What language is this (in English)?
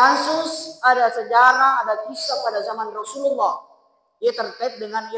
Buginese